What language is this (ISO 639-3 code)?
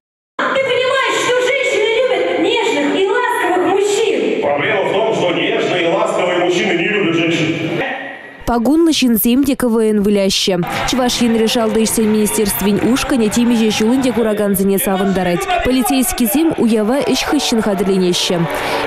chv